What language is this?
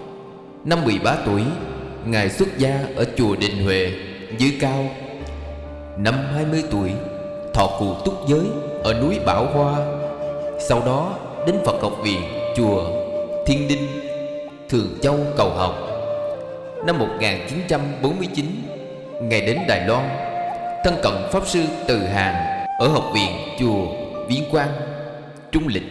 Vietnamese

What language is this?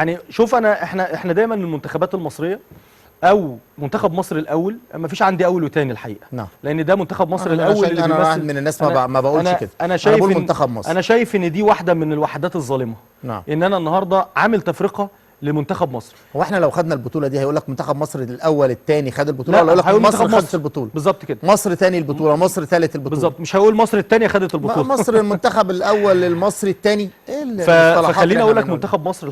Egyptian Arabic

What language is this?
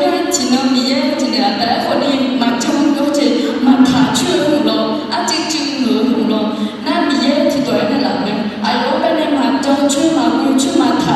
Akha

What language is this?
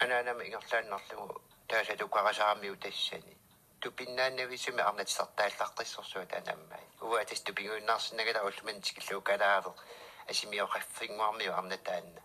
Kalaallisut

